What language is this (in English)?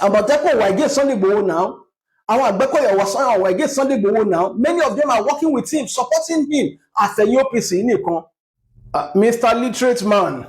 Yoruba